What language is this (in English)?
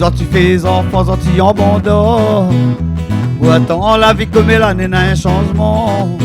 Réunion Creole French